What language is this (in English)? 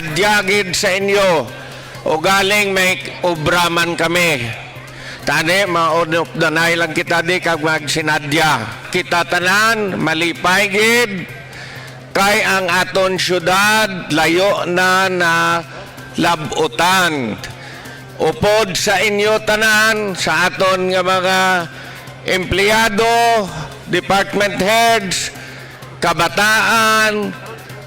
Hiligaynon